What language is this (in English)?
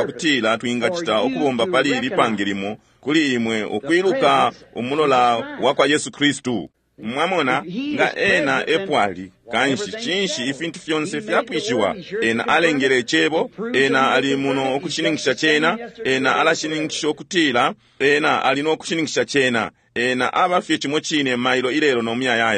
Bemba